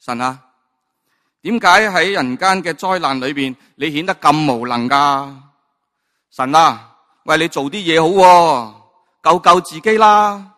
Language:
Cantonese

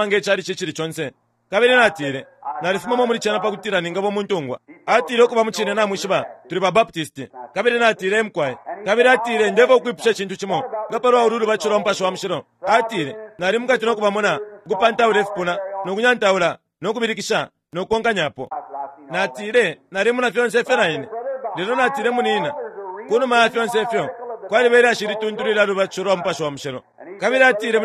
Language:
Bemba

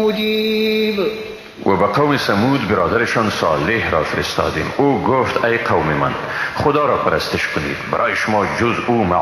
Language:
Persian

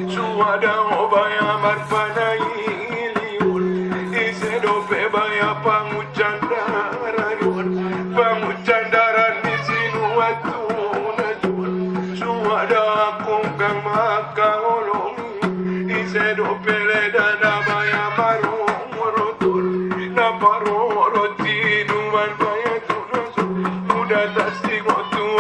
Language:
Batak Angkola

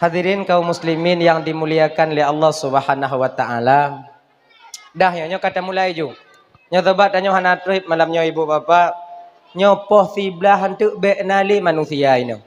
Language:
Achinese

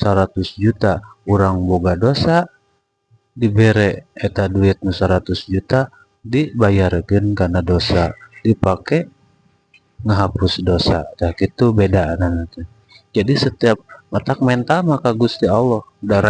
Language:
Sundanese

